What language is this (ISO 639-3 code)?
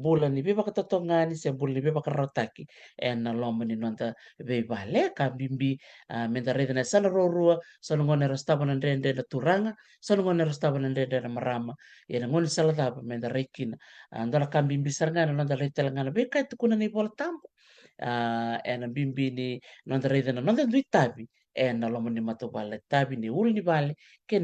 fij